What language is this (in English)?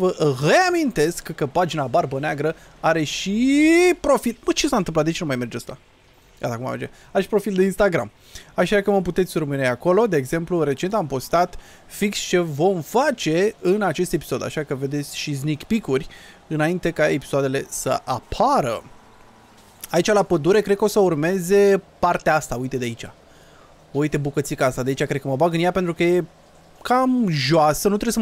Romanian